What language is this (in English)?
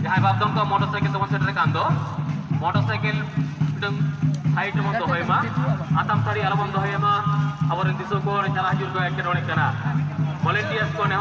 Santali